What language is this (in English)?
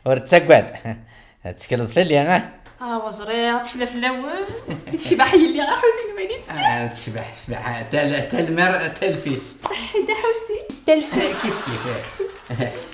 Kabyle